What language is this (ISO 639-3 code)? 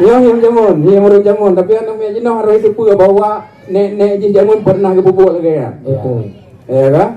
ace